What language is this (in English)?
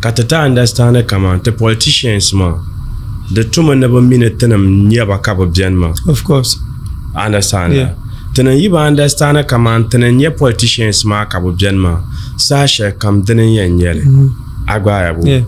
Dagbani